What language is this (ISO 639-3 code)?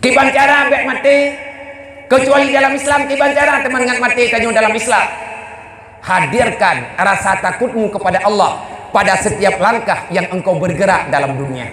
ace